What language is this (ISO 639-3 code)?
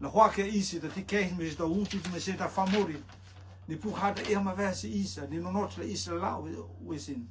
rtm